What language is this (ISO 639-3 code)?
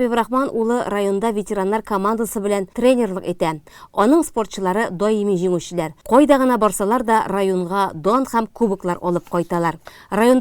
tat